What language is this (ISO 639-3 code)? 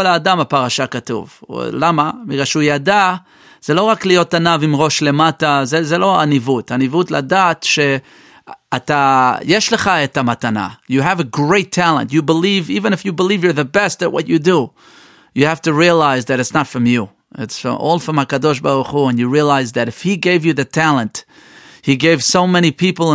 heb